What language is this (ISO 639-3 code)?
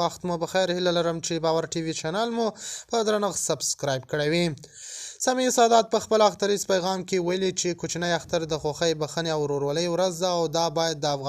pus